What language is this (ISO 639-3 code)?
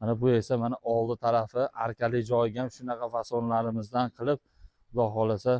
uzb